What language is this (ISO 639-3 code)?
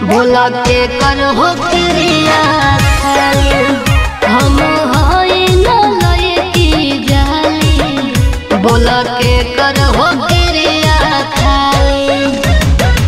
bho